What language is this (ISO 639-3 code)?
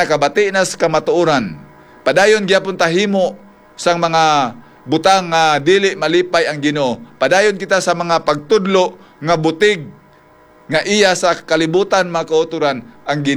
hil